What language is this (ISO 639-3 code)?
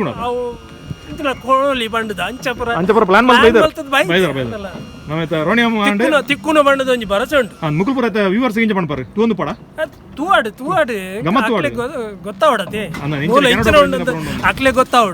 tcy